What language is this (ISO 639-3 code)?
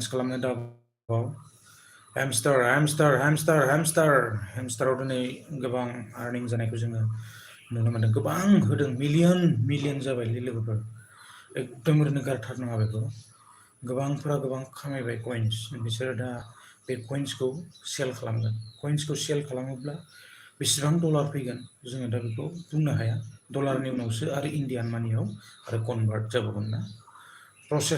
brx